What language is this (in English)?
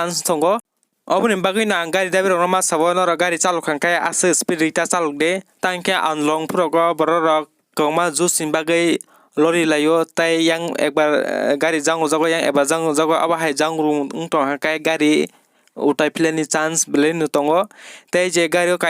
Kok Borok